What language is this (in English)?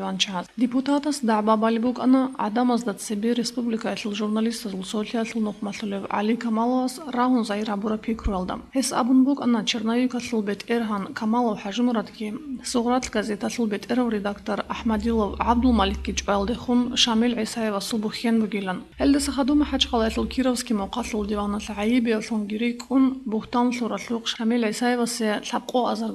Avaric